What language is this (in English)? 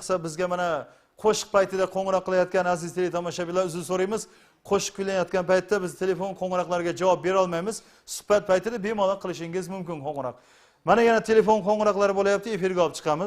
Kara-Kalpak